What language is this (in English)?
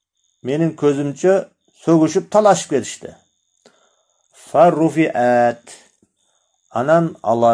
Kyrgyz